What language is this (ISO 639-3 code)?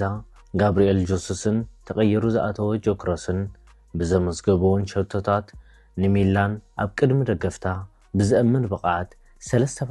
tir